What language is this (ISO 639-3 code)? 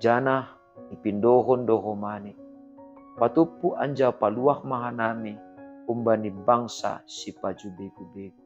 bts